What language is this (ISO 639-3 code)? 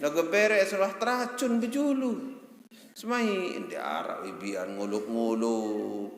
sas